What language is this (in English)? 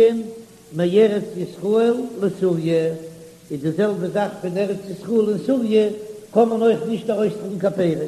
Yiddish